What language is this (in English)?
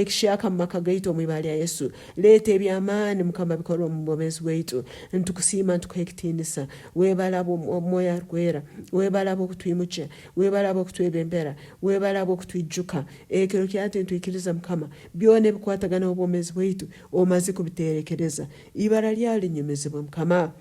Nyankole